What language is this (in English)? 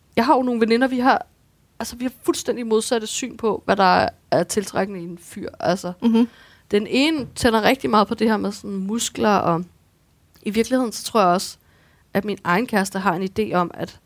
Danish